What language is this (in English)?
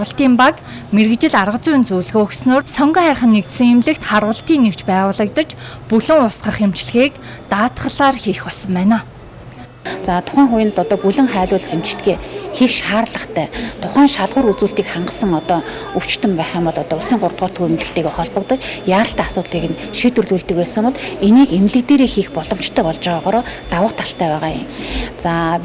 Mongolian